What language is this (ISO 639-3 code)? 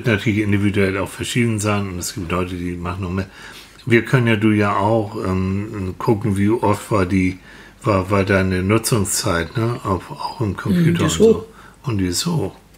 deu